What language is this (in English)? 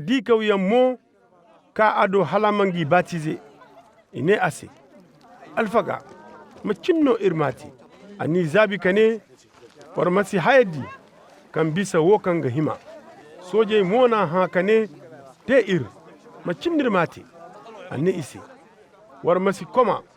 Koyraboro Senni